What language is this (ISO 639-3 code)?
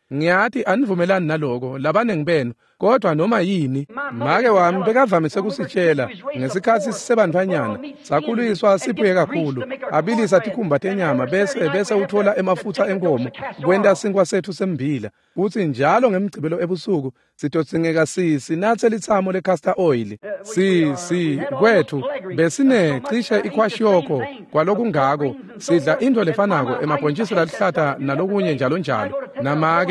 ssw